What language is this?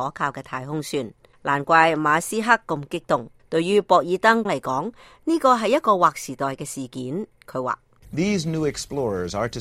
Cantonese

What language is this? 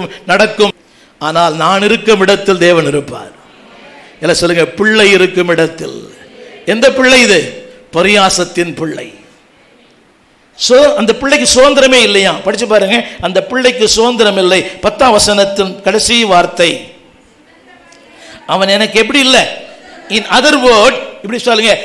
Tamil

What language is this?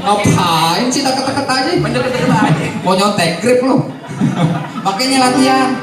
Betawi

